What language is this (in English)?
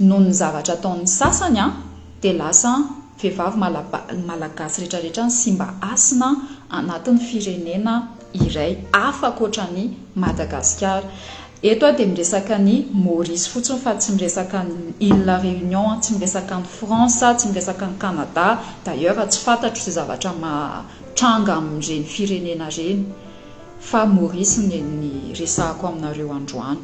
Malagasy